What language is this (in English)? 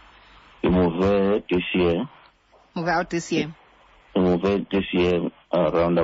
Xhosa